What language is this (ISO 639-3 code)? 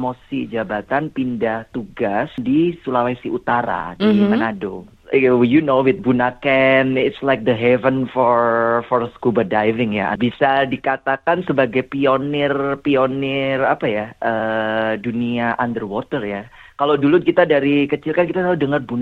ind